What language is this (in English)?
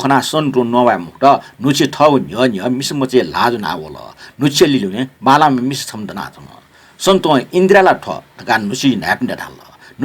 Newari